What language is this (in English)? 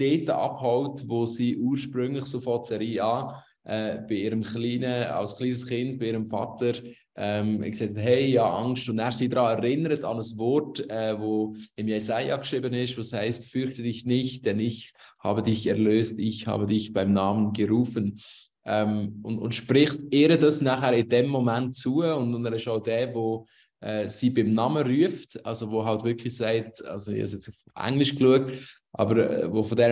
Swiss German